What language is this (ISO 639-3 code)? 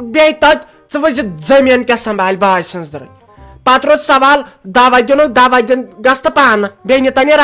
kas